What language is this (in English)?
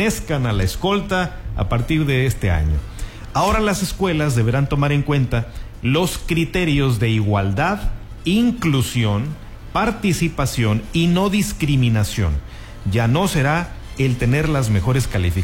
Spanish